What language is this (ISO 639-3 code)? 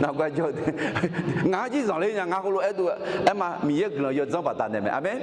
ahk